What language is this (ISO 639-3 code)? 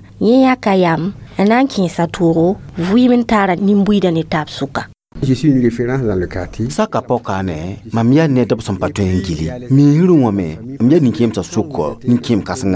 mos